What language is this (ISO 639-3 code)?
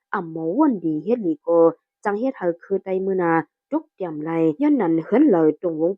shn